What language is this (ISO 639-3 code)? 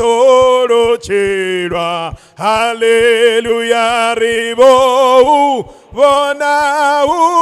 ven